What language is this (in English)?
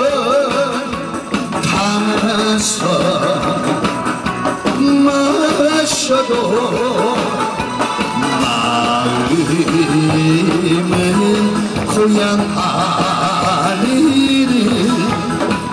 Korean